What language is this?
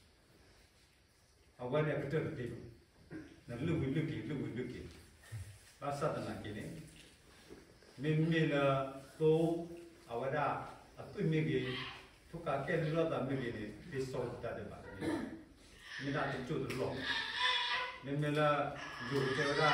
S'gaw Karen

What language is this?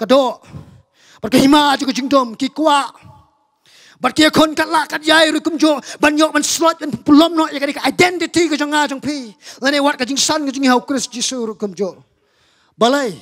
Khasi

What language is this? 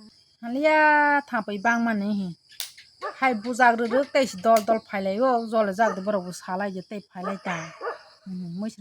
Kok Borok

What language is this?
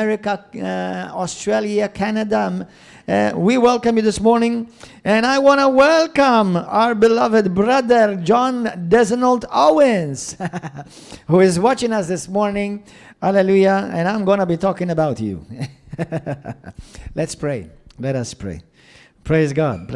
English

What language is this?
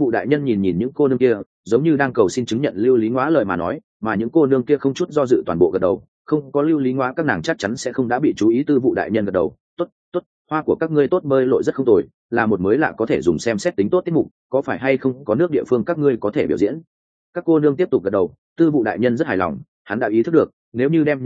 Vietnamese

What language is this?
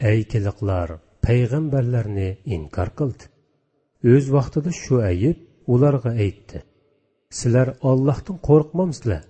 Uyghur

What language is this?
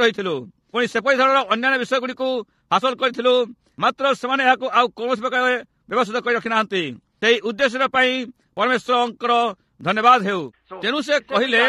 Odia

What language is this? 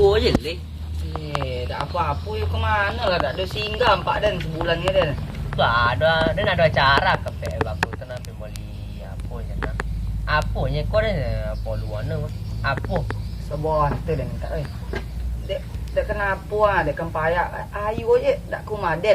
Minangkabau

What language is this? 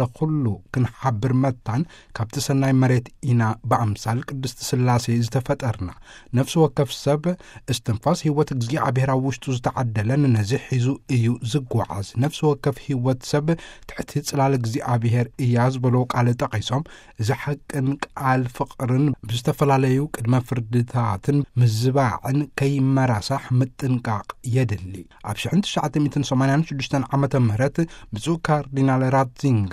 Tigrinya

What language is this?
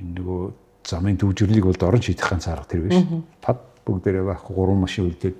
Mongolian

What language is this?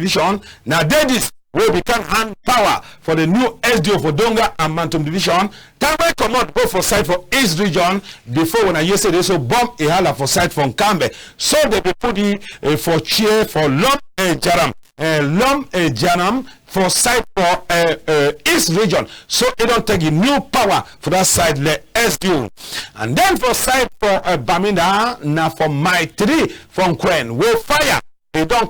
Cameroon Pidgin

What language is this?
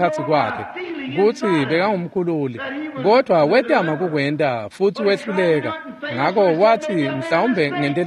Swati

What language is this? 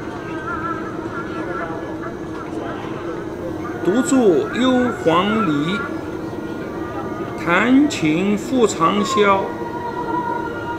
Chinese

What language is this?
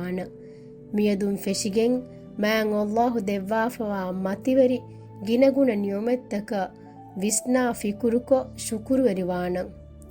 Divehi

